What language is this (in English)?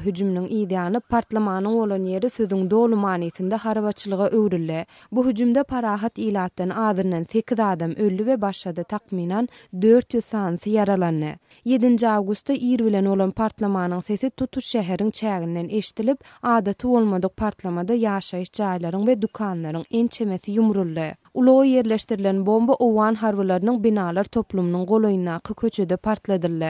Turkmen